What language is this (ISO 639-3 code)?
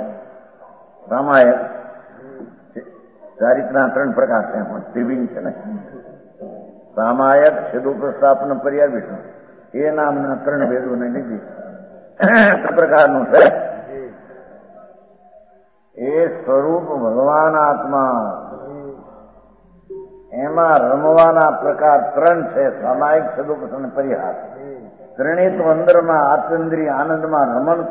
guj